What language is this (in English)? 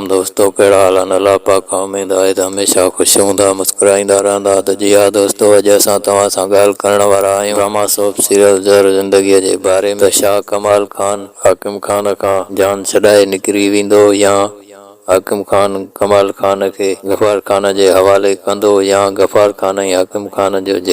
Sindhi